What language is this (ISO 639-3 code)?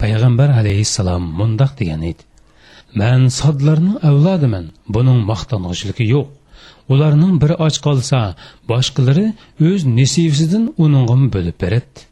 uig